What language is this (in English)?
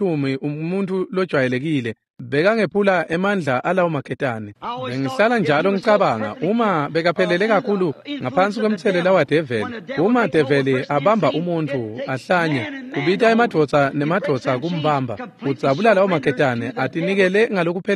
Swati